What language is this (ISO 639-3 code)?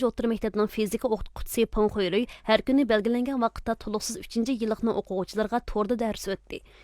uig